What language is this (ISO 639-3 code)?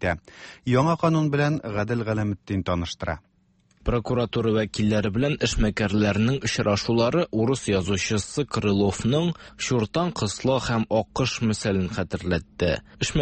tat